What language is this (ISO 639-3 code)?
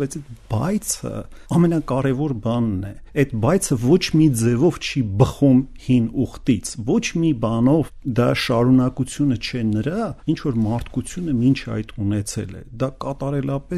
hye